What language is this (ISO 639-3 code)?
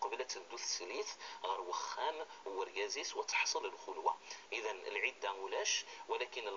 kab